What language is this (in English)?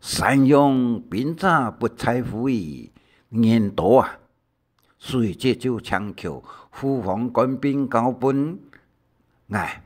Hakka Chinese